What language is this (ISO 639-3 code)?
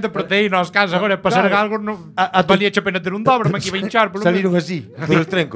glg